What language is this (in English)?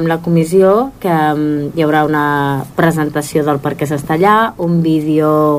Catalan